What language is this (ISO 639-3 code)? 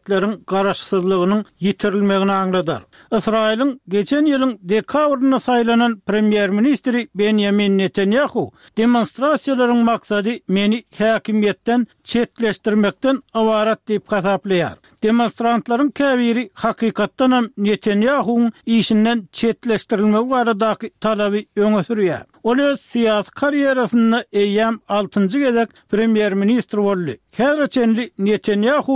tuk